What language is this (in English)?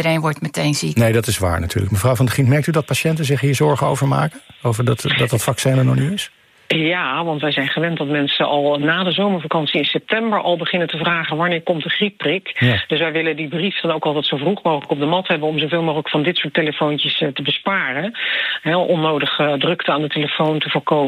Dutch